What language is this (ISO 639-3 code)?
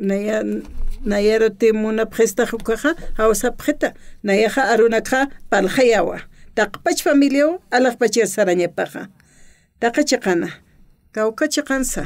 aym